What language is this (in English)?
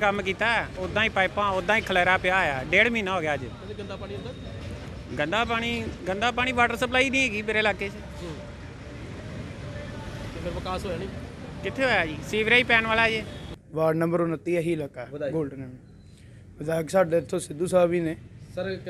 Punjabi